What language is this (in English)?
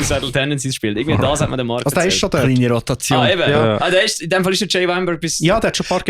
Swiss German